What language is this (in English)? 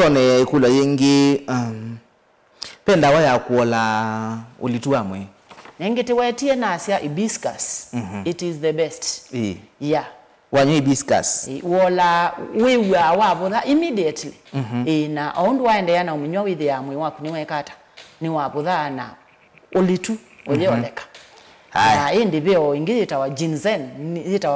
Kamba